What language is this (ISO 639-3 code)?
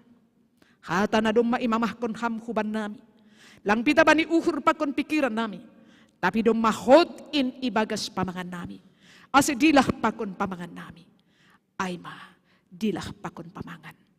bts